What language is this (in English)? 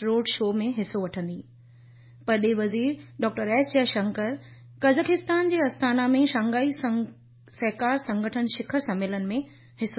Sindhi